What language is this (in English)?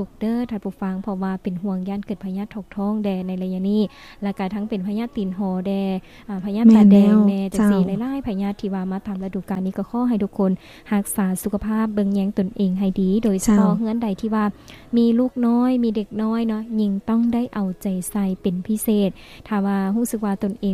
Lao